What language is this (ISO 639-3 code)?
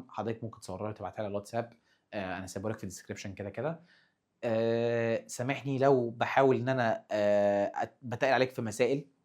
arz